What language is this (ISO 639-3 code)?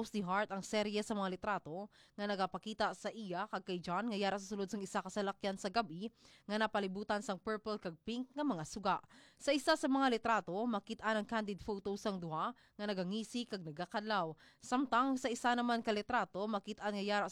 hil